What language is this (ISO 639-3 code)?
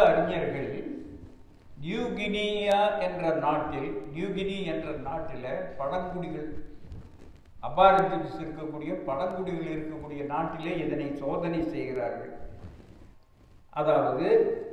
tam